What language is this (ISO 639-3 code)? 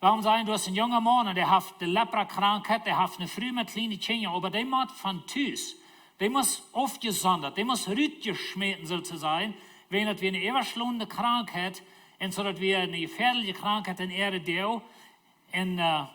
pdt